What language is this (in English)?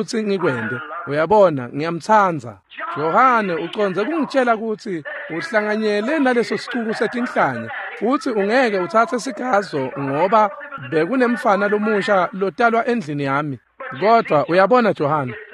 Swati